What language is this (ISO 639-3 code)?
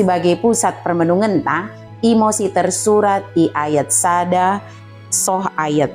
btd